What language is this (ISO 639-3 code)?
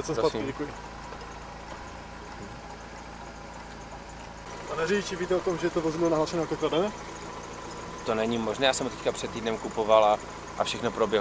ces